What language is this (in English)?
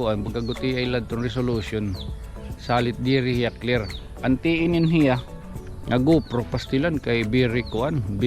Waray